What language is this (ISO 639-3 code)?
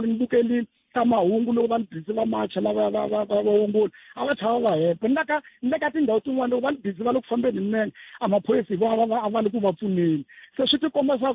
tso